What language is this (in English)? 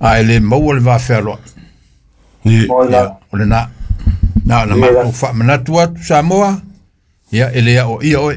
Samoan